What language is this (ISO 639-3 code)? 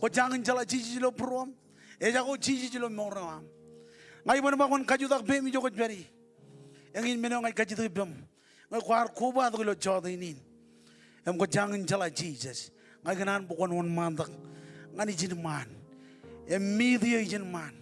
mah